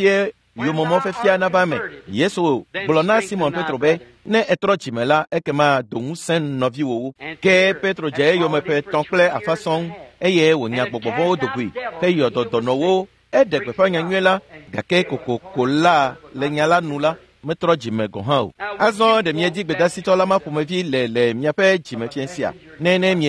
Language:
Ewe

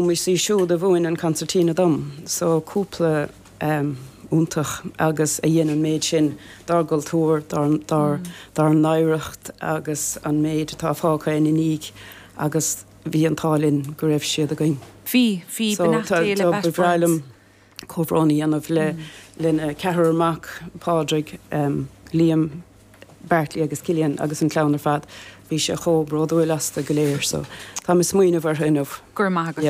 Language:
Irish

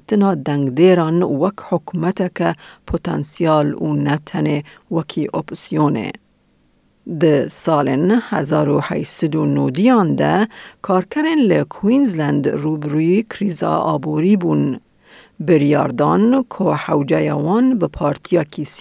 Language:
Kurdish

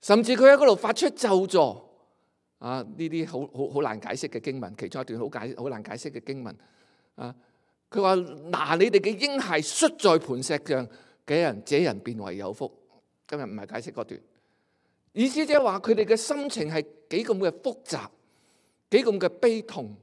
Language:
Cantonese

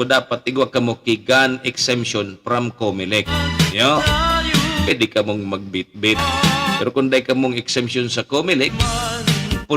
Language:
Bikol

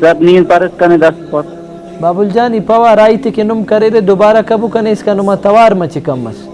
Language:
Brahui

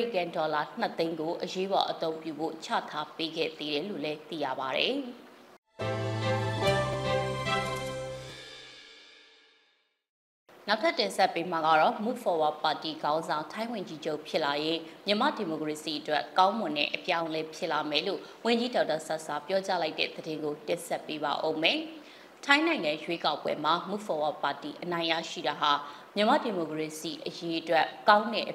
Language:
Burmese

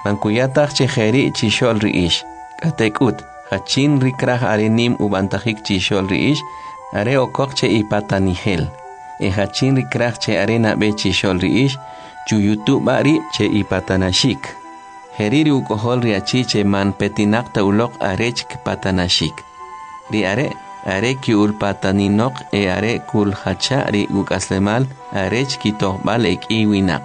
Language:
Kʼicheʼ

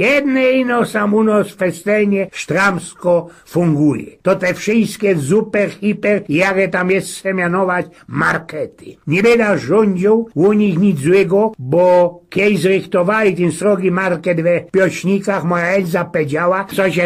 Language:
Silesian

